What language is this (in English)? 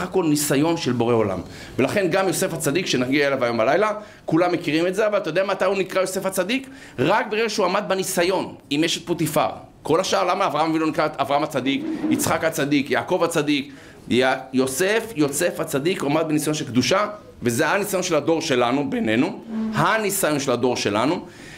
Hebrew